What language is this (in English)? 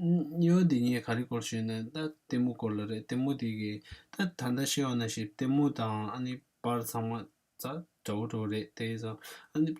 Tibetan